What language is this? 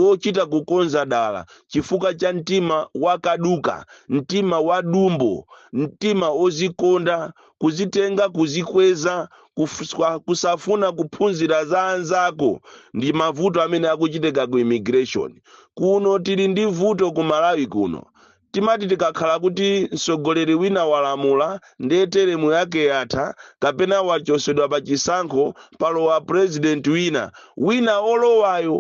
Nyanja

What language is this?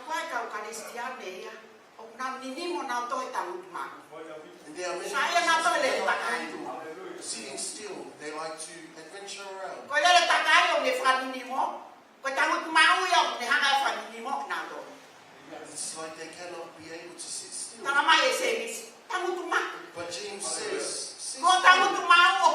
Tongan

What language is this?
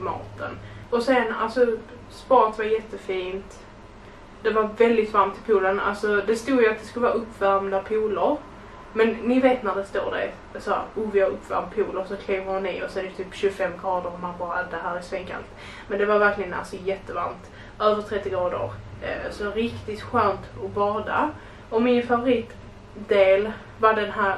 Swedish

